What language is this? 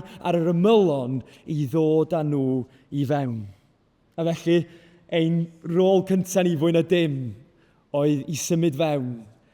Welsh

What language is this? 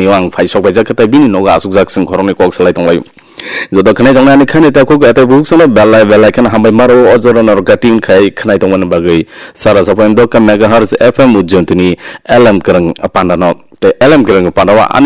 Kok Borok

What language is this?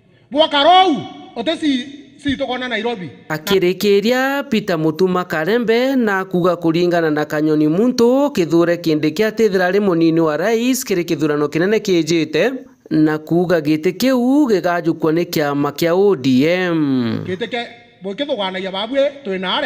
Meru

